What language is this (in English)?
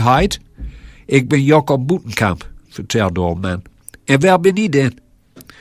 Gronings